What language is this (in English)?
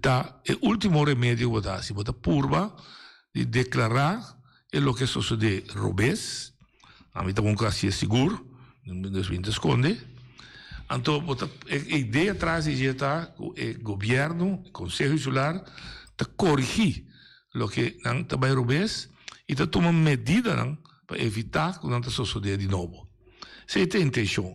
Papiamento